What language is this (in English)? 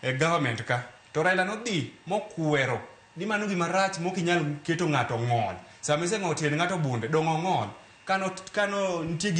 Luo (Kenya and Tanzania)